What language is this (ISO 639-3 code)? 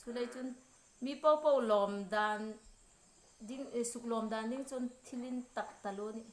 hmr